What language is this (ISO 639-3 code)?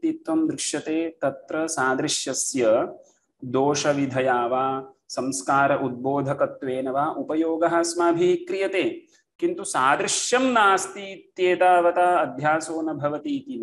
san